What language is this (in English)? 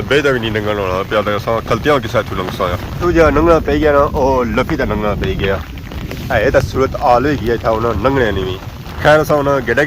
Pahari-Potwari